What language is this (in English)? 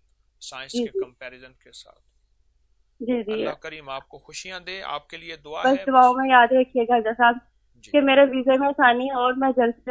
Urdu